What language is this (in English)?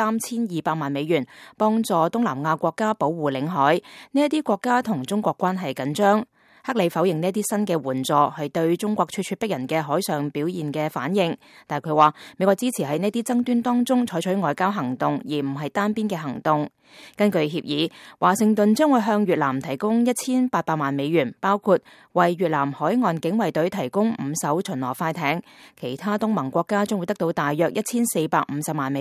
Cantonese